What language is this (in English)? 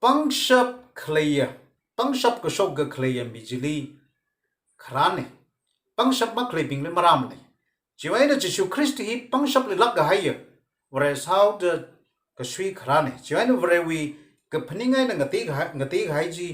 Tangkhul Naga (India)